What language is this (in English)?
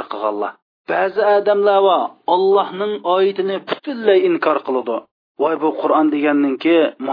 Uyghur